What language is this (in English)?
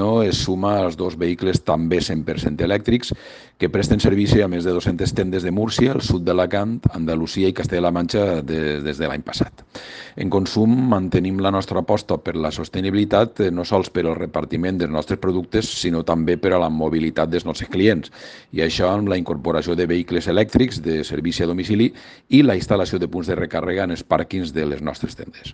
Catalan